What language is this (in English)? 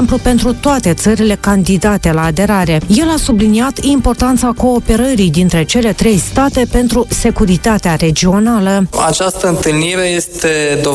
Romanian